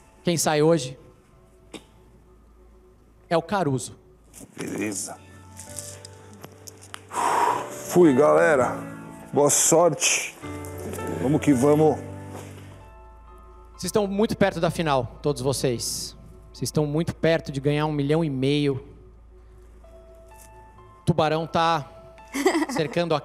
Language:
Portuguese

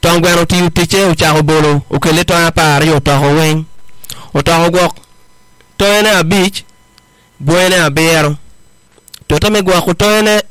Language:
Acoli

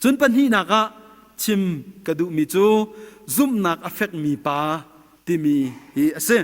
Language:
Hakha Chin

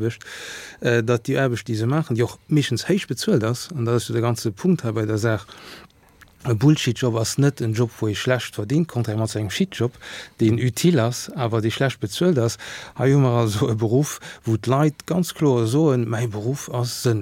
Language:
Luxembourgish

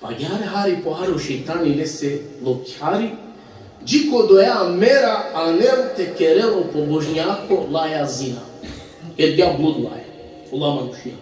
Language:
Balkan Romani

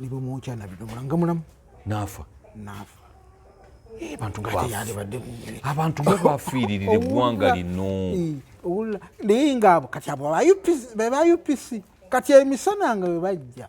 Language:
Ganda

